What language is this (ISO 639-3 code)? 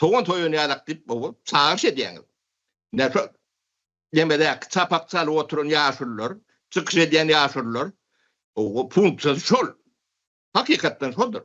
tuk